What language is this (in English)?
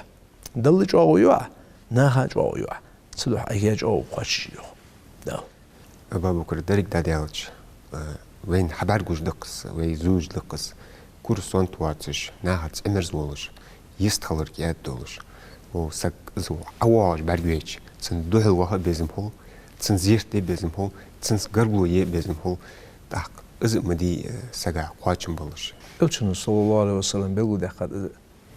Ingush